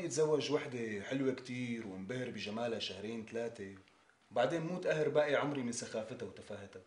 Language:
North Levantine Arabic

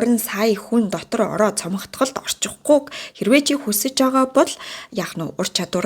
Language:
Mongolian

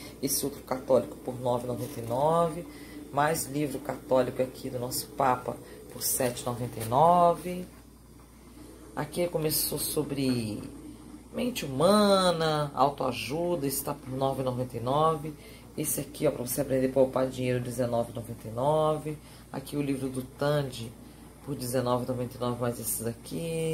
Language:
Portuguese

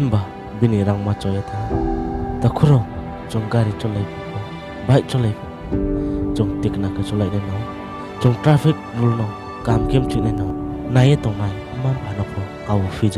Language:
Riang (India)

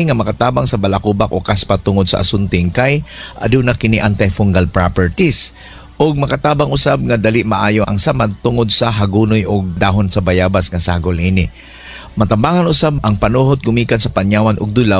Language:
Cebuano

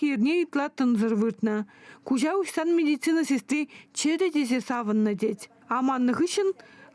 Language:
Chuvash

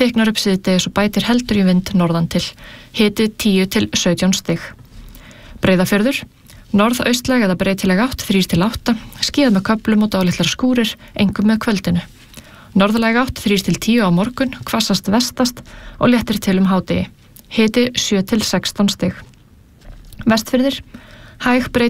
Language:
Icelandic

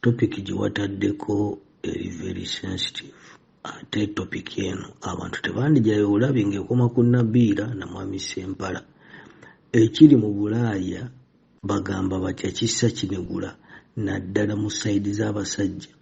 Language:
Ganda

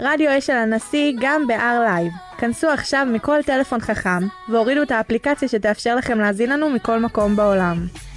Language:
Hebrew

